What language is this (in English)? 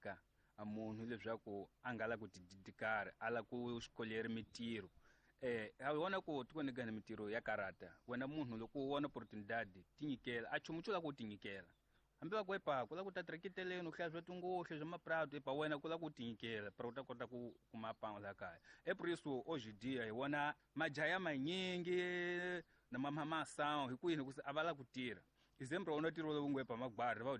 Tsonga